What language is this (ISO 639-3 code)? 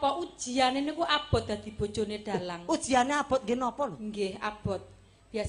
jav